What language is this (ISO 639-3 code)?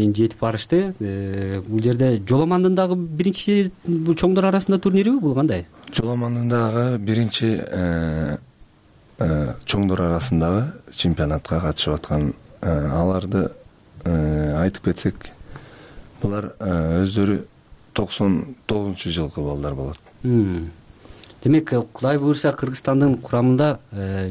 kir